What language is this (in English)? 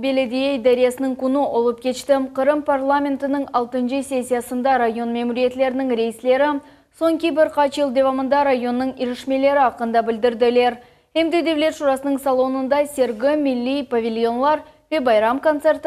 Crimean Tatar